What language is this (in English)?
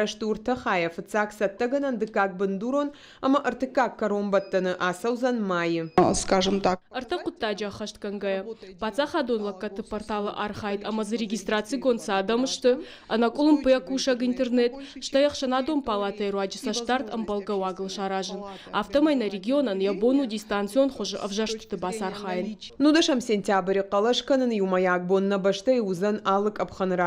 Ossetic